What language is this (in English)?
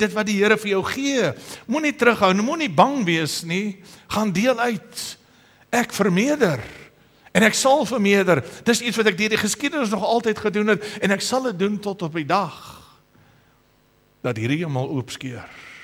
Afrikaans